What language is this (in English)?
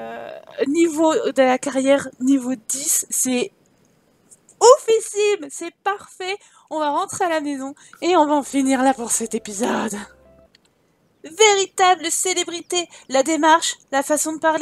French